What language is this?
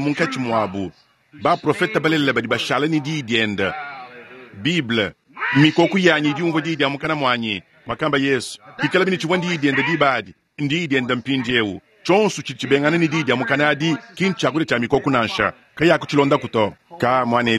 Luba-Lulua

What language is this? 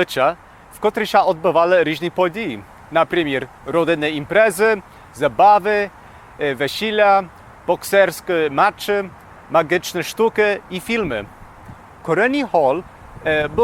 Rusyn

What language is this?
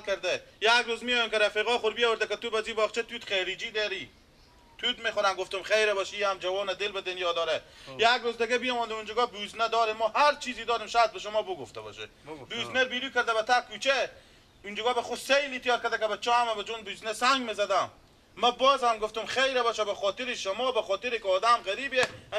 Persian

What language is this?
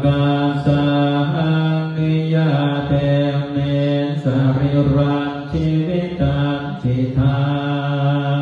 Pali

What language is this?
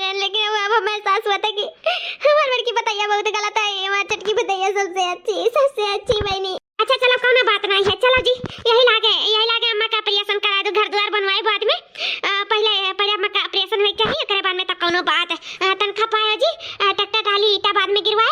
Awadhi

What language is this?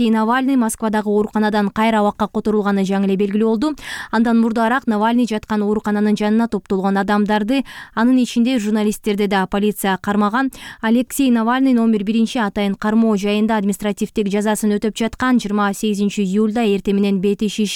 Kyrgyz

